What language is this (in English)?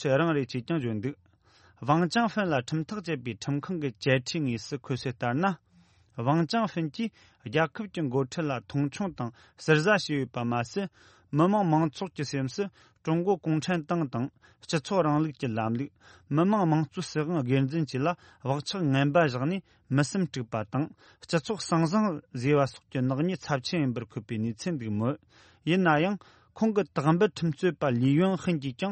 Tibetan